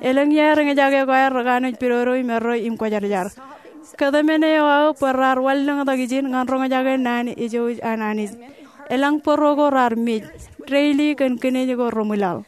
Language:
Marshallese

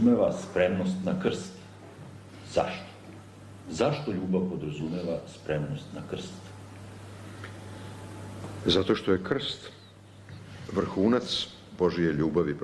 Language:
Serbian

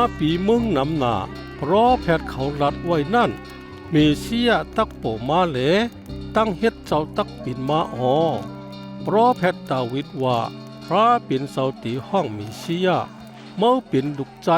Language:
Shan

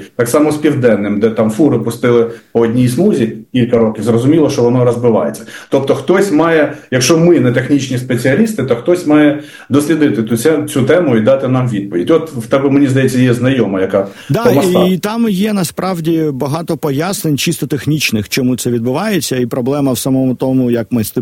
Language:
Ukrainian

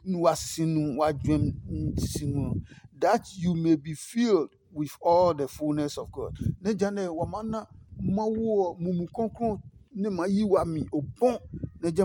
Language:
Adangme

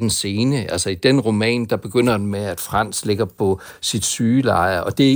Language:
Danish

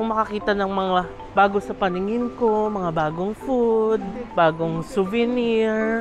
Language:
Filipino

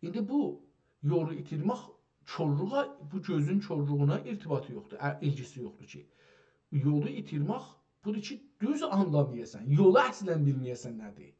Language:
South Azerbaijani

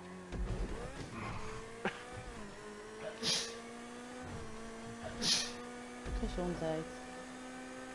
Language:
Dutch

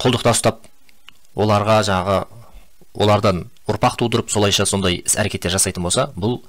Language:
Kazakh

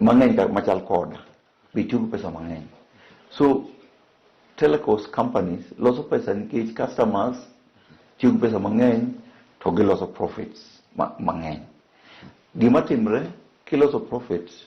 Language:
Luo (Kenya and Tanzania)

